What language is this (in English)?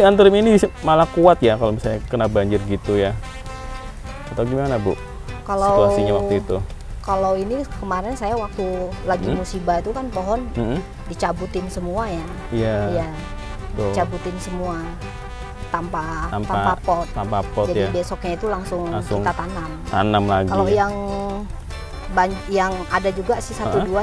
Indonesian